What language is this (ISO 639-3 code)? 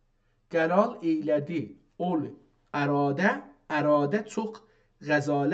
azb